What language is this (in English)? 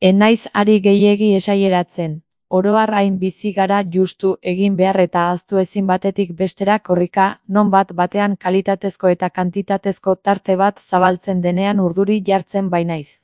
Basque